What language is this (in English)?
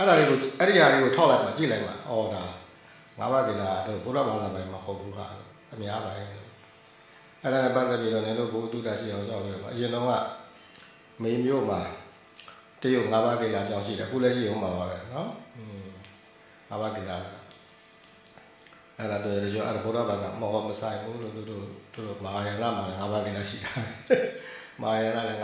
Burmese